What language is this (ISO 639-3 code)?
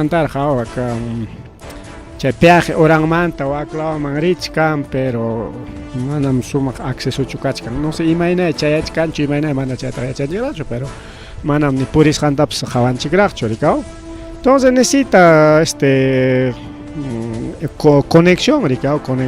quy